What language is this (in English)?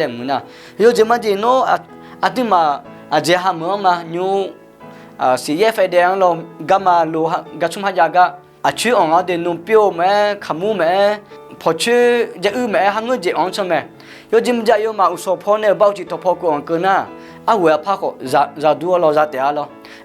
Akha